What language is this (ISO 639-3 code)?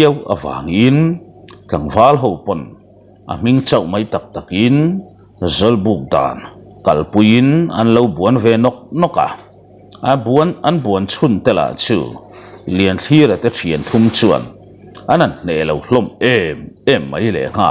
lus